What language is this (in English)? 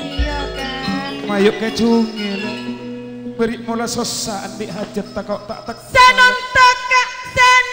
Madurese